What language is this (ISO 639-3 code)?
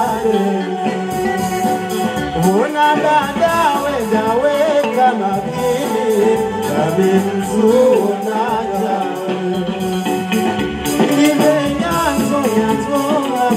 swa